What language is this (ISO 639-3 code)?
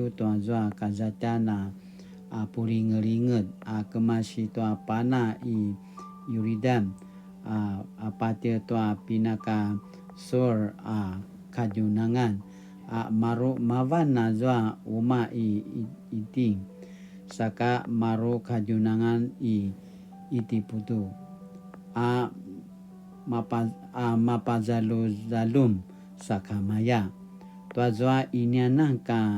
pwn